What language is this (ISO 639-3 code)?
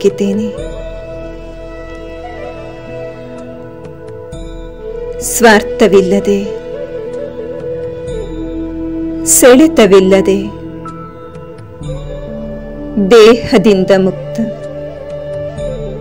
kan